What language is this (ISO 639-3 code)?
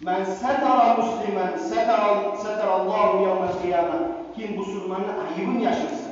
kum